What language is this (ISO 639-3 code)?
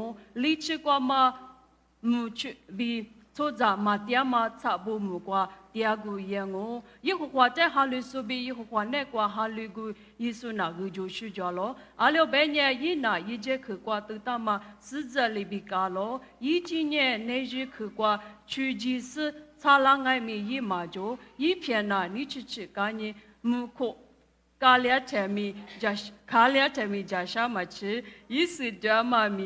lis